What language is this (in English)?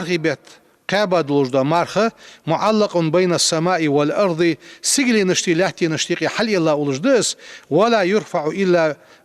Ingush